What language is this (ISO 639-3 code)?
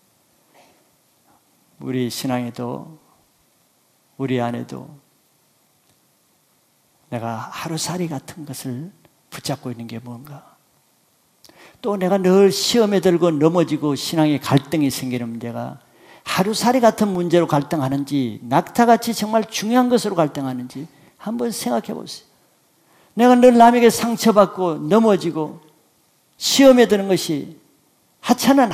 kor